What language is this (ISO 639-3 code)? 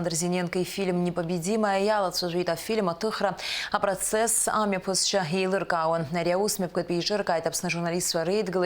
abk